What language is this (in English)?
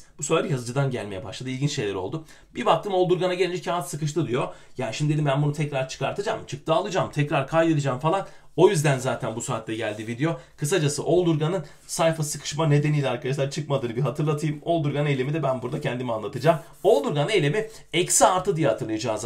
Turkish